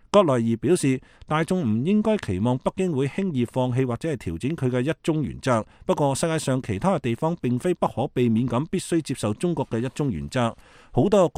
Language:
Cantonese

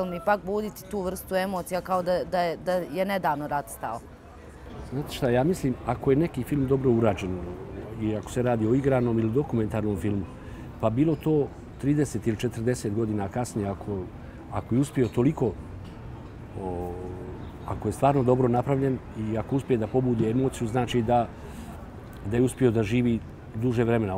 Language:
Bosnian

